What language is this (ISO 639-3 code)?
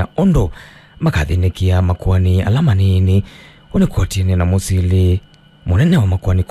kam